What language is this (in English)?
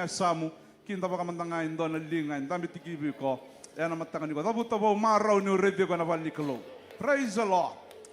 Fijian